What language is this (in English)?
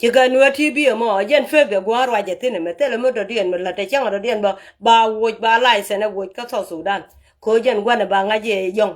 Nuer